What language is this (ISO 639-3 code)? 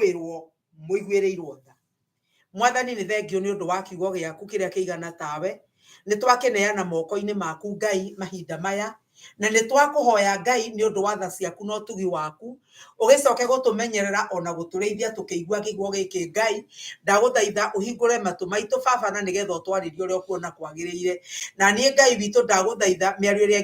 kik